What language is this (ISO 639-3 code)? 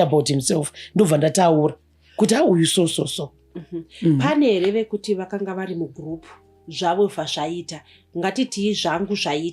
sna